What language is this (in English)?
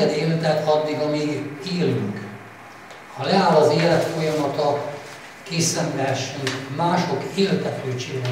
Hungarian